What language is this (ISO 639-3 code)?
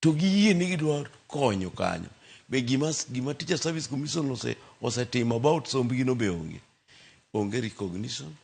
luo